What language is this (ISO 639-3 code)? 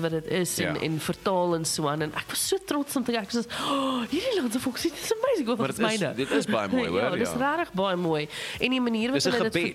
afr